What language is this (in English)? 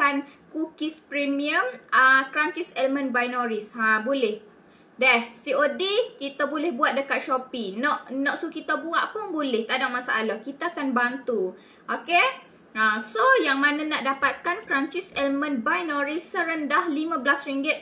Malay